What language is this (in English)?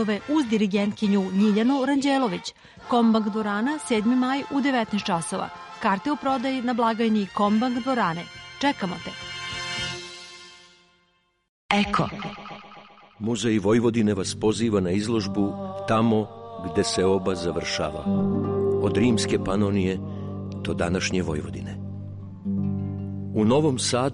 Serbian